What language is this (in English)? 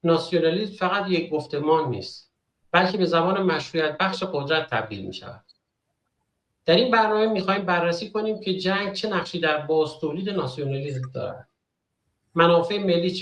Persian